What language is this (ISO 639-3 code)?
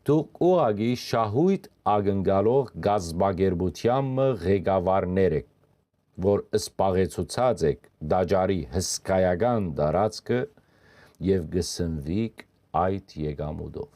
hyw